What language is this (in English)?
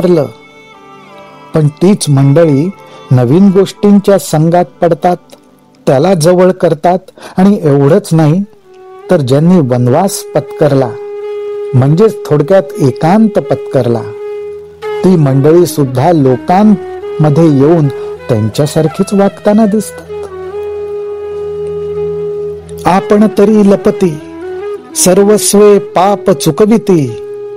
Marathi